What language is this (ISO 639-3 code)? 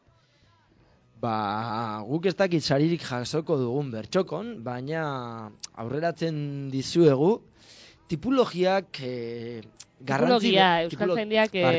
eus